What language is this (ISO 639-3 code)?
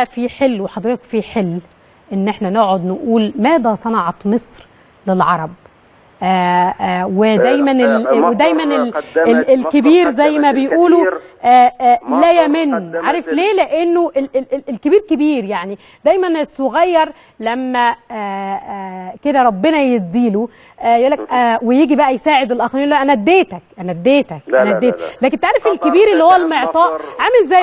arz